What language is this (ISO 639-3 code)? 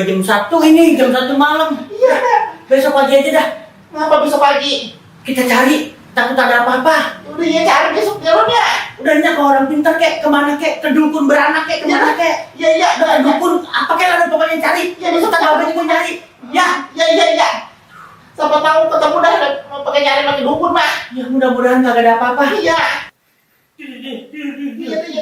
bew